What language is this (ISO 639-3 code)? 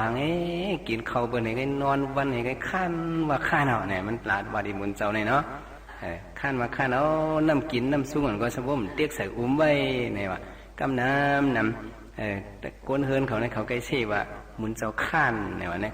shn